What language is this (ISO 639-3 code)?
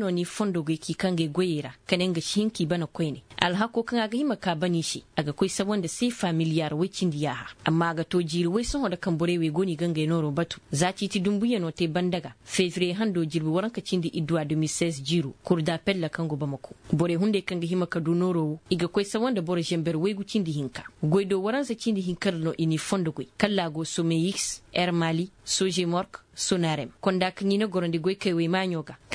ses